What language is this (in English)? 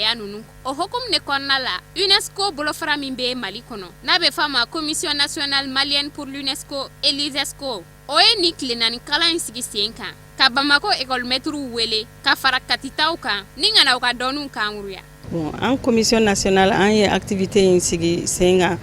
Bambara